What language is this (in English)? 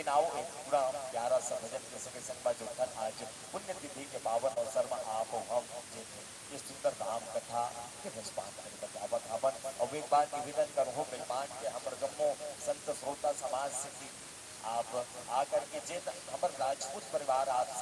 Chhattisgarhi